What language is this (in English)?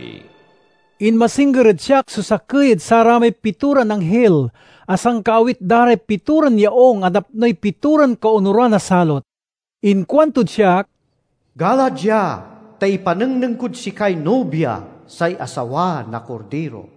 Pangasinan